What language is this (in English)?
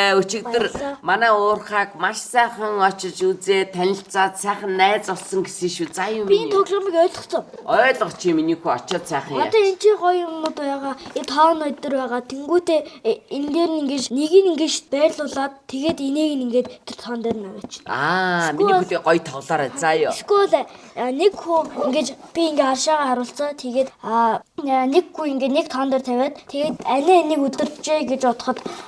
Mongolian